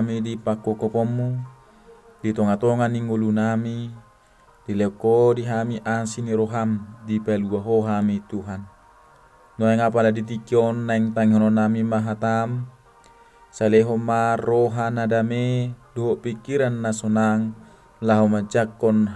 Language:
Batak Toba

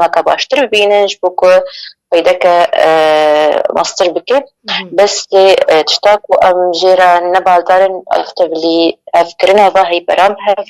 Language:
Kurdish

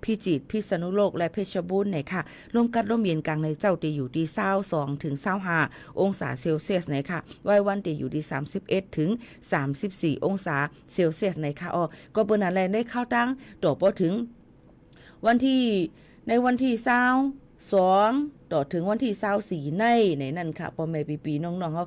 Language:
Shan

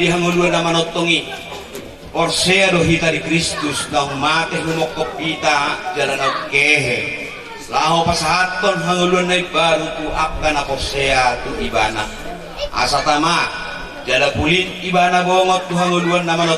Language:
Batak Toba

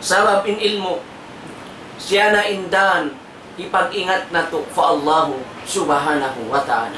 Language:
Tausug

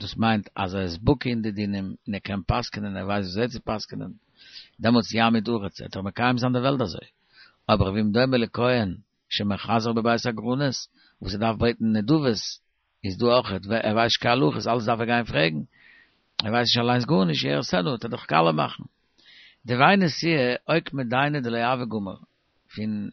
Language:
Yiddish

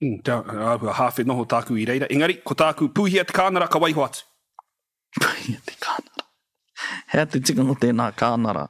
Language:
Māori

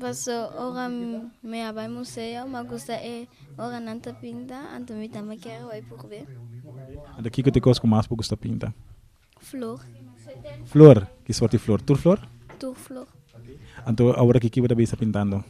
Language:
Papiamento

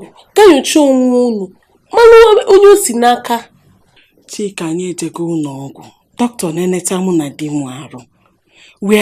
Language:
Igbo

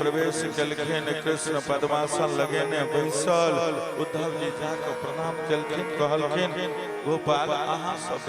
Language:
Maithili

